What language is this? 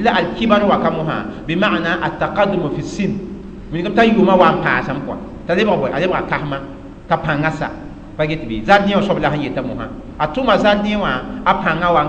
Mossi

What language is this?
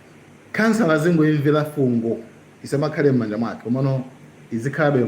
Nyanja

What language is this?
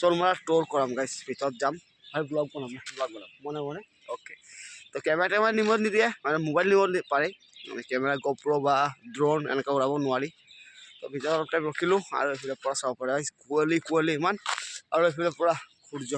Assamese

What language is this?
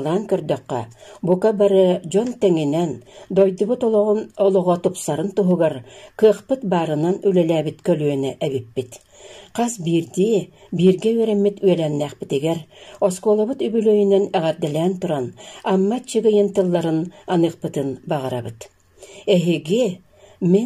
Yakut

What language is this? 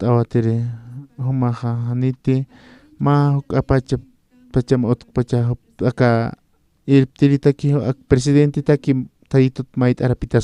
Aymara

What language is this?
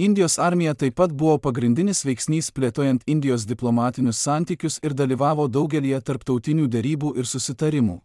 Lithuanian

